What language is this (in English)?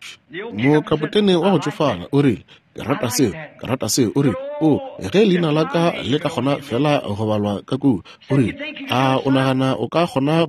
Northern Sotho